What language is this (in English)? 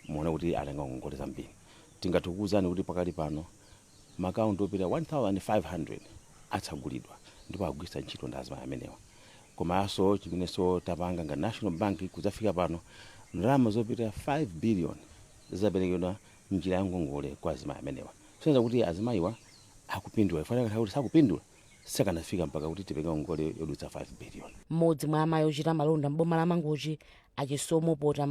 Nyanja